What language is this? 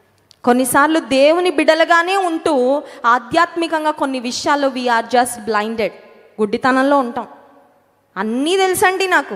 Telugu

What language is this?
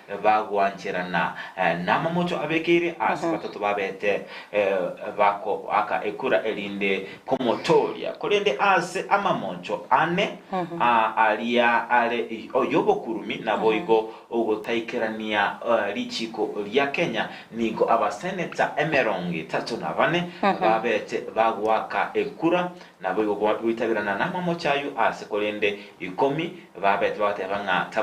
Gusii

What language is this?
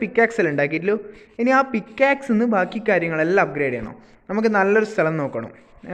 Malayalam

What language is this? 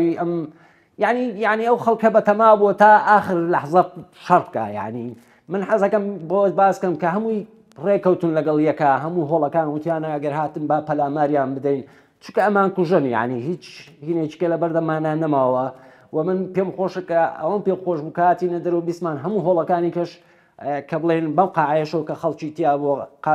Central Kurdish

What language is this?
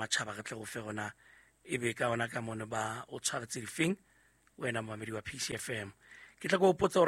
Southern Sotho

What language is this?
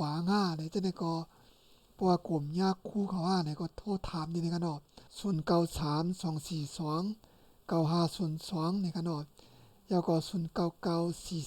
Shan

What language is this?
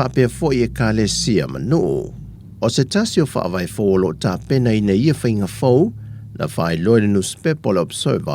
Samoan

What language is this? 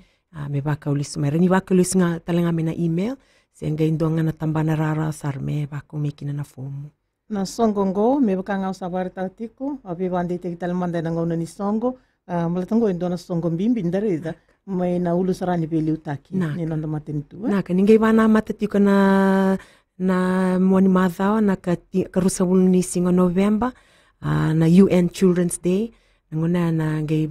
Fijian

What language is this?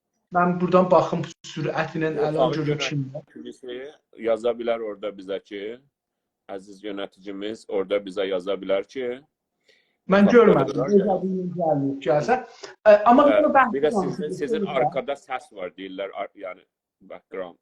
South Azerbaijani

